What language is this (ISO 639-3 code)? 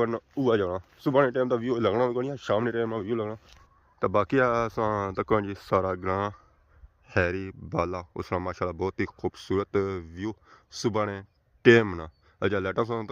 phr